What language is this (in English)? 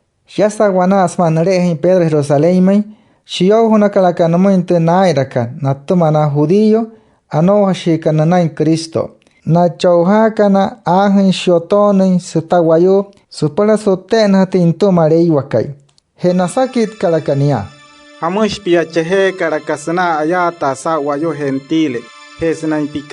Wayuu